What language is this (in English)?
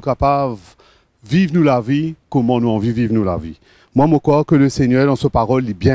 Morisyen